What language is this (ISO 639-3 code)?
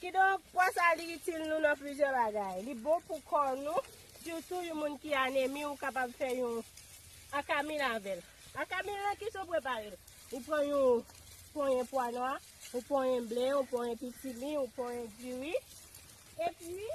hat